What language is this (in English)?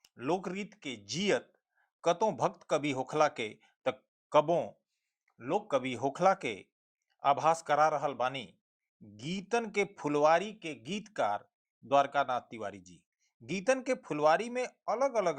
Bhojpuri